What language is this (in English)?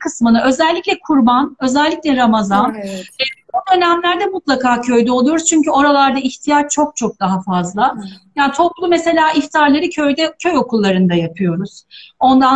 Turkish